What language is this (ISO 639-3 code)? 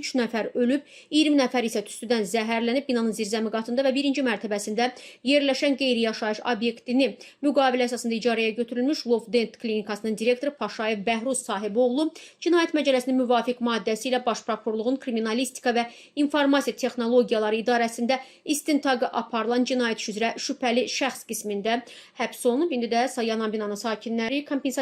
aze